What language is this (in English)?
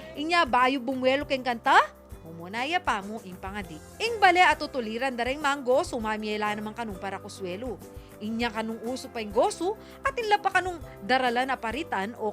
Pampanga